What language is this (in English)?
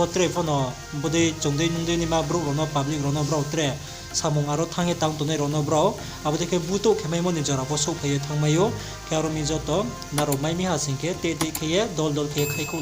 Riang (India)